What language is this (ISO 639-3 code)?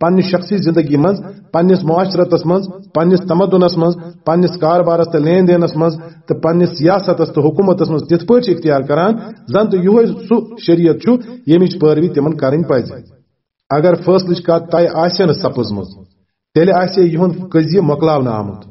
kas